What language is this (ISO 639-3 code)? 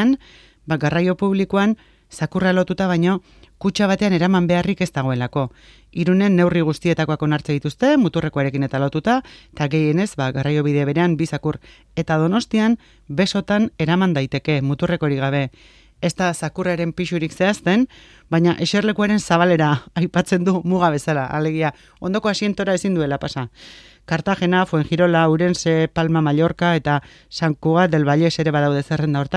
eus